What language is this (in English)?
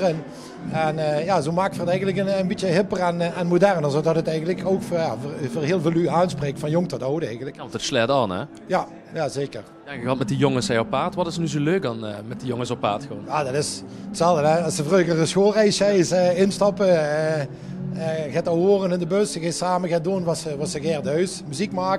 Limburgish